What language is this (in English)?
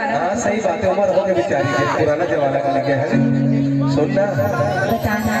Chhattisgarhi